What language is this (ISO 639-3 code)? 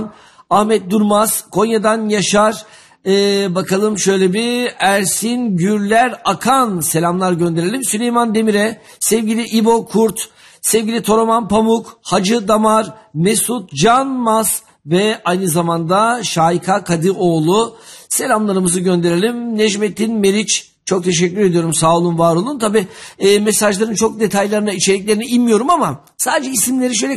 tur